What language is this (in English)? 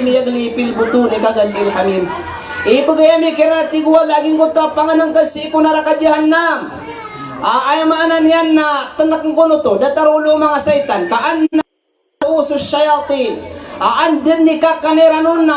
Maranao